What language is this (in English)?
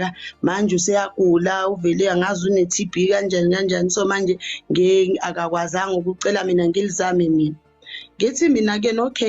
Zulu